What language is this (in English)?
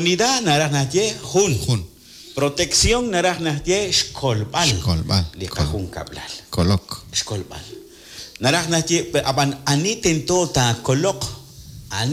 Kekchí